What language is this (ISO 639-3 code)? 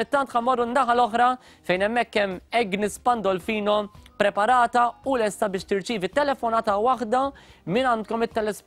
mlt